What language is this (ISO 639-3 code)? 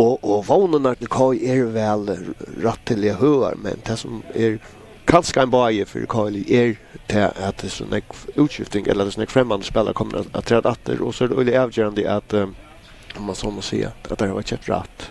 fao